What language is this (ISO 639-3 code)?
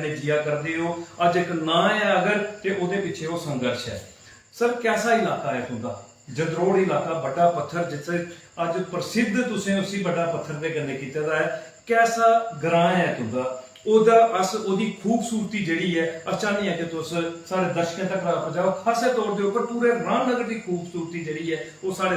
doi